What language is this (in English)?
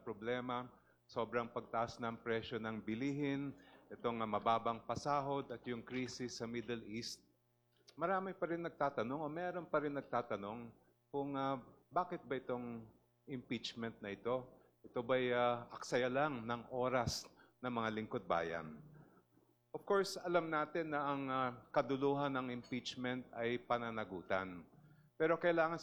Filipino